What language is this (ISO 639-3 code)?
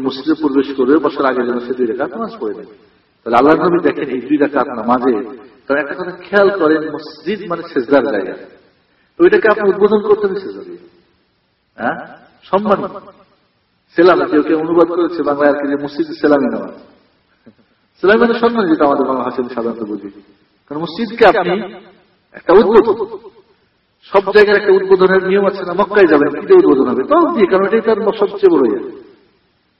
ben